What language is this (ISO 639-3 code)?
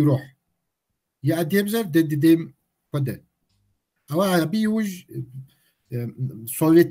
kbd